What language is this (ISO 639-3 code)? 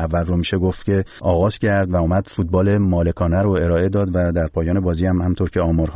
fas